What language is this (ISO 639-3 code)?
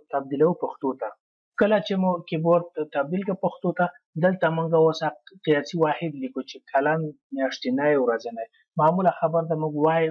pus